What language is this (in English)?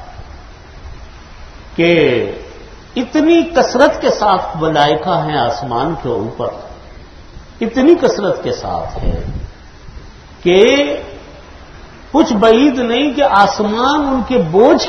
Urdu